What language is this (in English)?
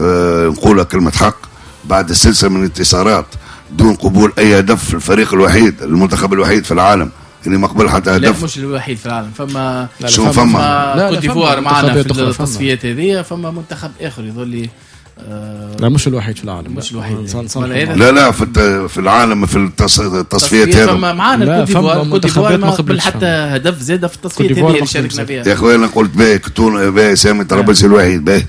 Tunisian Arabic